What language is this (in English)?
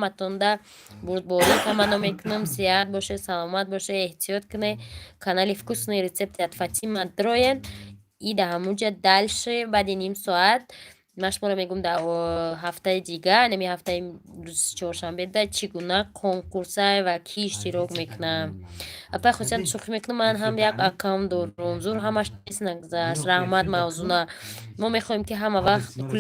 Tajik